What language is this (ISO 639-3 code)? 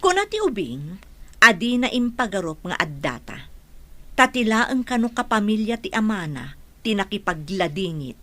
ilo